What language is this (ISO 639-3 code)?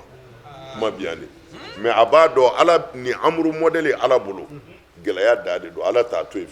bam